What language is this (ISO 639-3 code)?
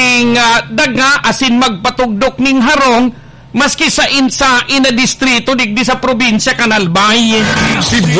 bik